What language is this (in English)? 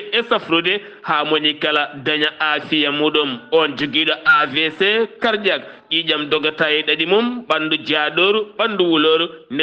Fula